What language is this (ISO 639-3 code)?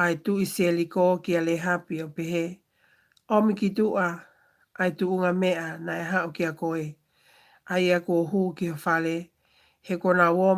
ton